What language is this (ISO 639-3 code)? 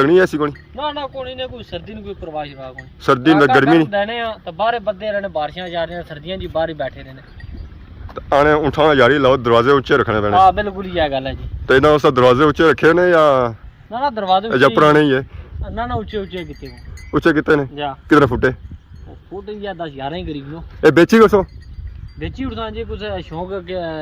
phr